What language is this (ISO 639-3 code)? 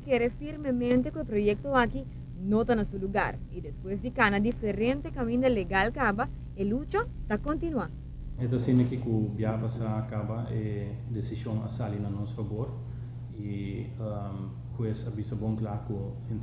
pap